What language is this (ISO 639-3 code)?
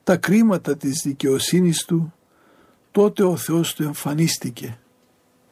ell